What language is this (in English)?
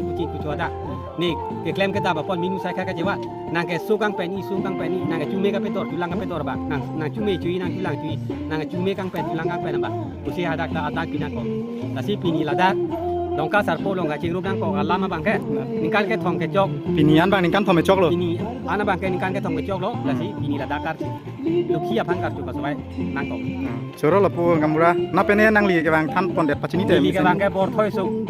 Karbi